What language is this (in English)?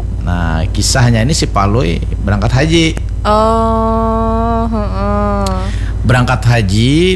Banjar